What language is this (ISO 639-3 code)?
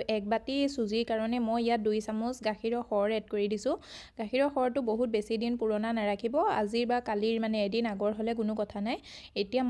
asm